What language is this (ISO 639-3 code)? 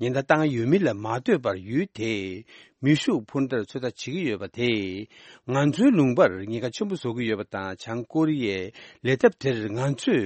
bod